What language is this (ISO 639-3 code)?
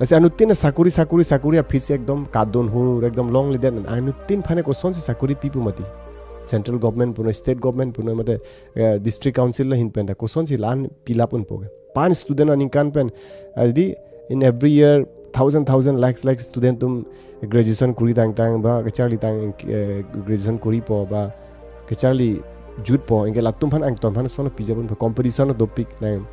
mjw